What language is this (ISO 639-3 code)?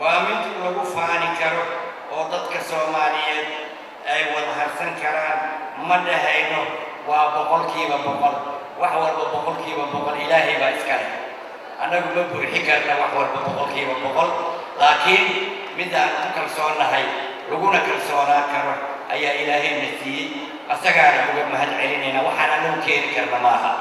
som